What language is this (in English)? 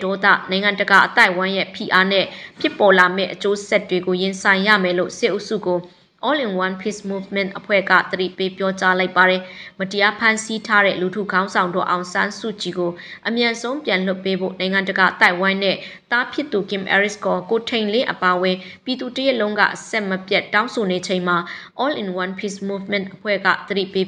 Burmese